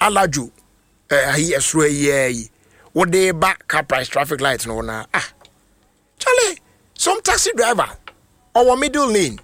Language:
Akan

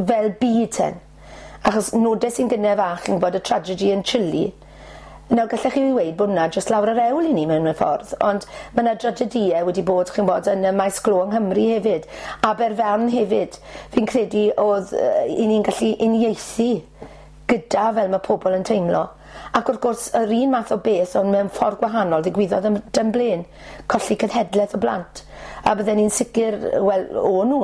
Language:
Welsh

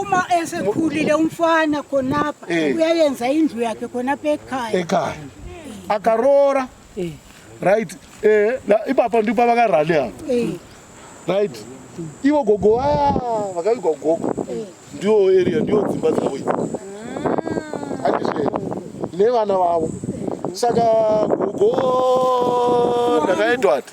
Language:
Shona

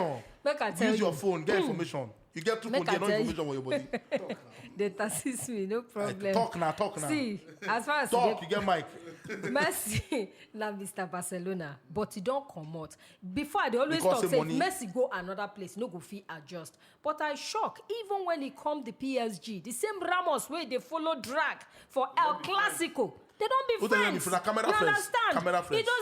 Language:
Nigerian Pidgin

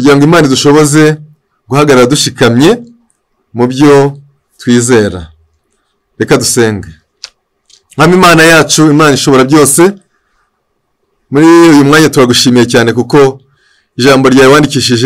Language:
Kinyarwanda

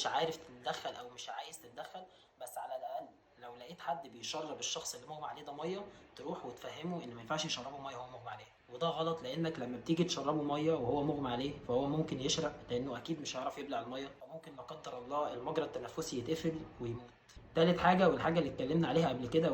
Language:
Egyptian Arabic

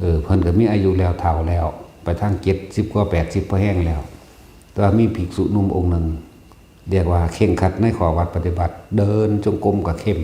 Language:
Northeastern Thai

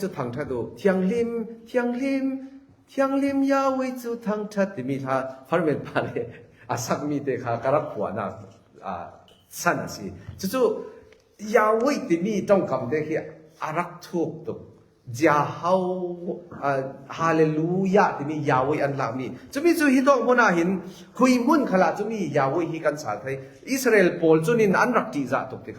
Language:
Falam Chin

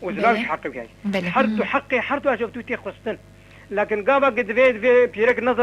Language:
Kurdish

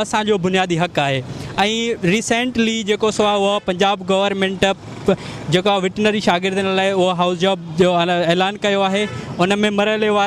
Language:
Sindhi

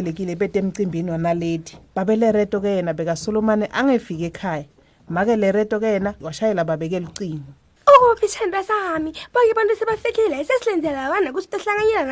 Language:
Swati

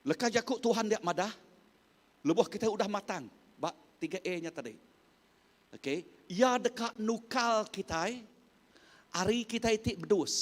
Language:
Iban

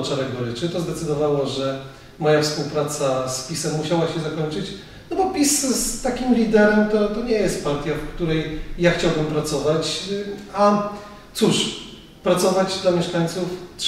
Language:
Polish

